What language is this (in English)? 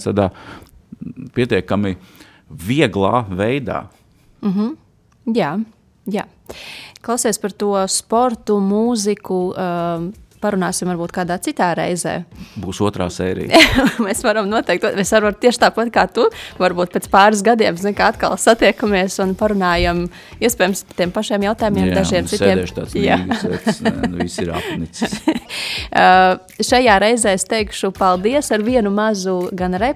Latvian